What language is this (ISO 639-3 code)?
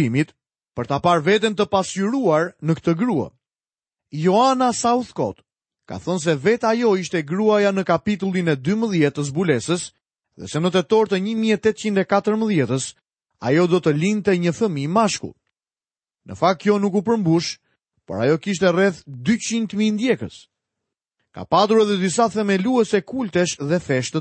sqi